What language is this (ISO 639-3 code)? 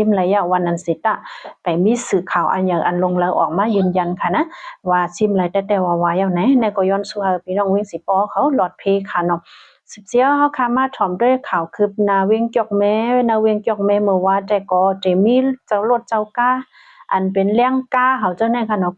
shn